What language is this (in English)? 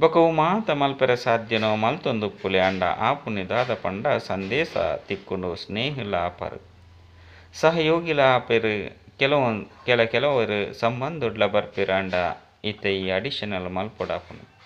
Tulu